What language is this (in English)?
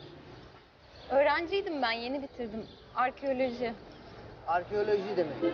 Turkish